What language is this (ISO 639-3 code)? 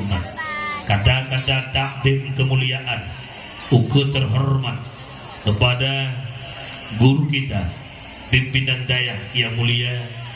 ace